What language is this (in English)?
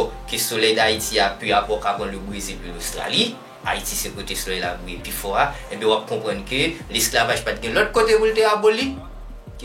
Haitian Creole